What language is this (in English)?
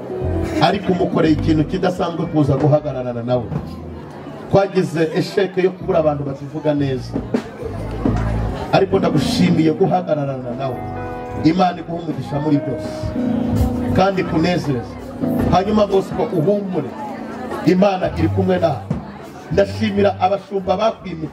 Kinyarwanda